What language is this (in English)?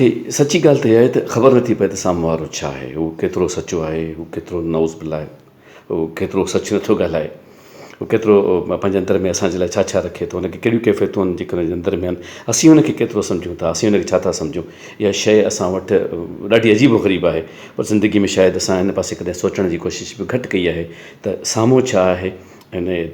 Sindhi